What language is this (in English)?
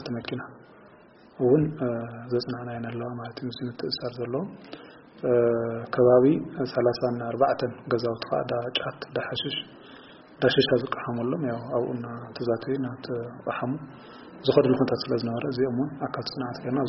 Tigrinya